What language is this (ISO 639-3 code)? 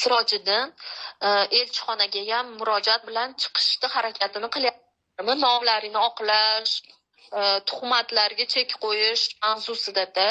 uzb